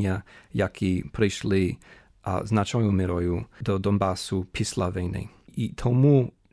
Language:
Ukrainian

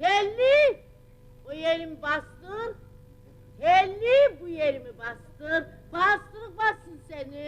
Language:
Kumyk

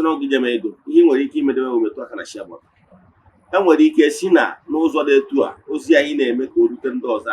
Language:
Igbo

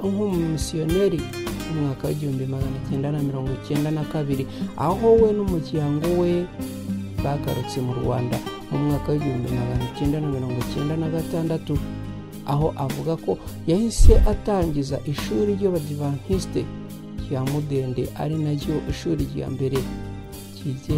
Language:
Kinyarwanda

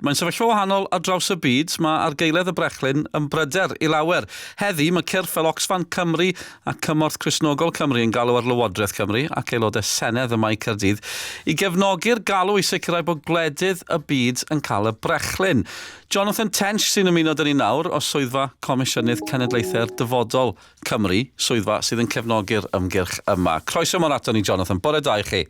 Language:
Welsh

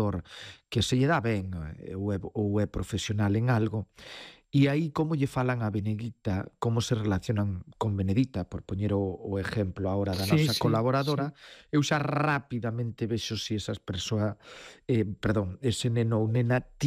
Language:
Galician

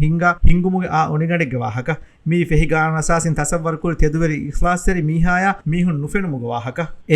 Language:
Divehi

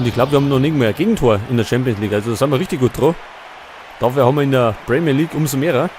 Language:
Bavarian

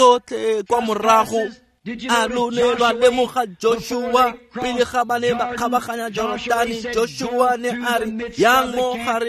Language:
Tswana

